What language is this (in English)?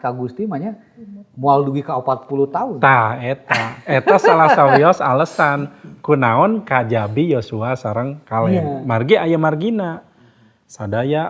Sundanese